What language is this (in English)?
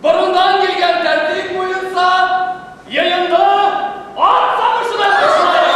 Bashkir